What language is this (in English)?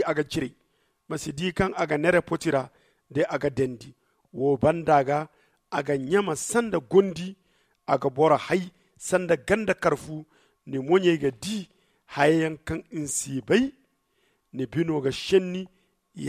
Zarma